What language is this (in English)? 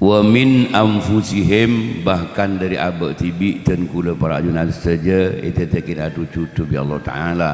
Madurese